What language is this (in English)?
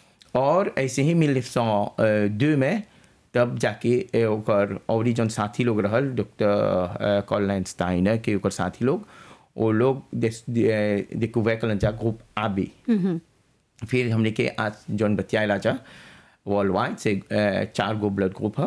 Bhojpuri